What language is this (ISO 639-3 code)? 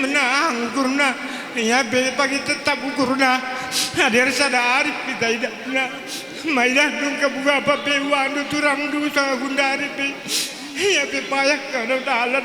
btx